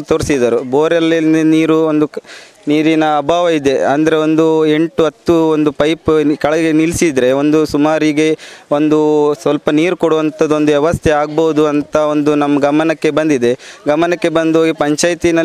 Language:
Kannada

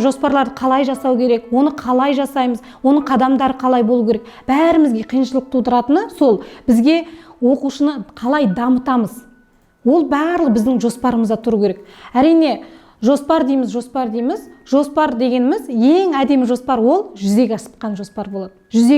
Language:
Kazakh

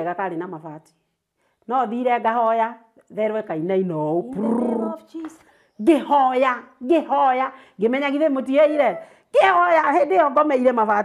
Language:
Kikuyu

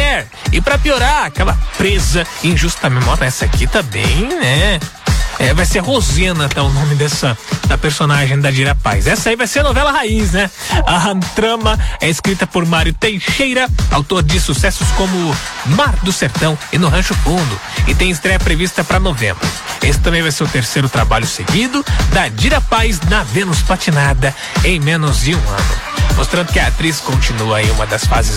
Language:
Portuguese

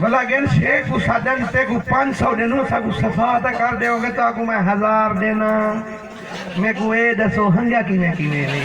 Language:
Saraiki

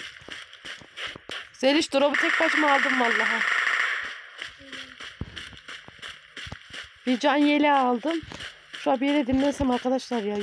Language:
Turkish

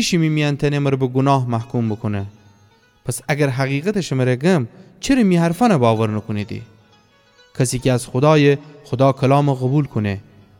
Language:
Gilaki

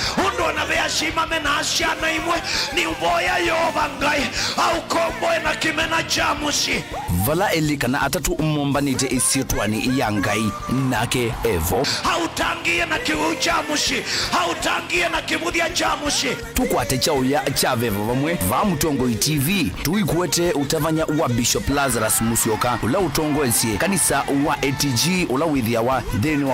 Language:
Kamba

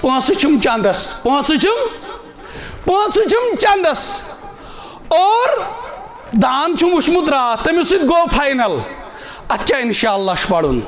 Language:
Kashmiri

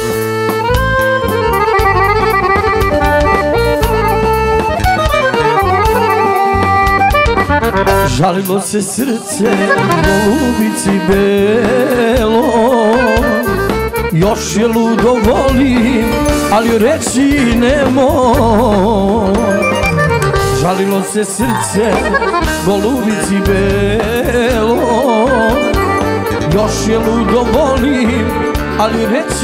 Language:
Serbian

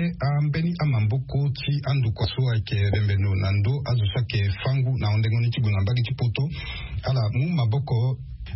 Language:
Sango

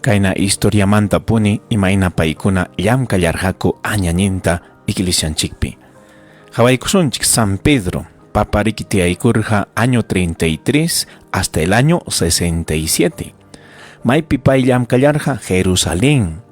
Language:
Ayacucho Quechua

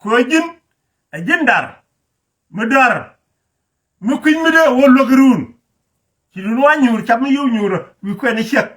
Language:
Nuer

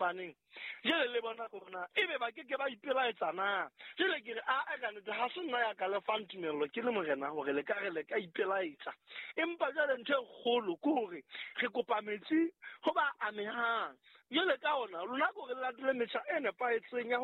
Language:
Southern Sotho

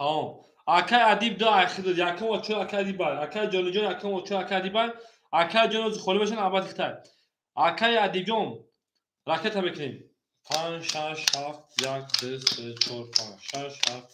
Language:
Tajik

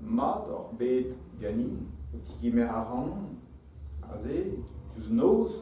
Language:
Breton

